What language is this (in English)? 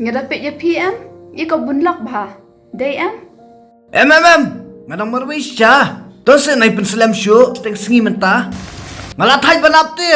Khasi